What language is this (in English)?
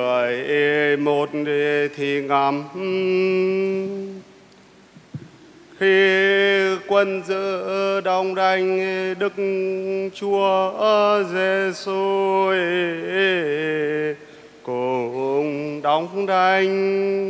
Vietnamese